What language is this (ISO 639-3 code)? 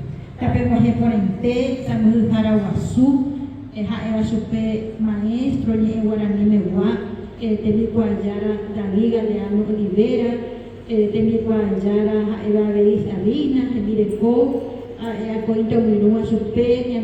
grn